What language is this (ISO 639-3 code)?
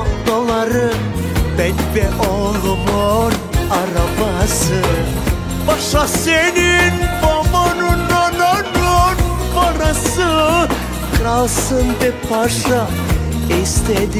tur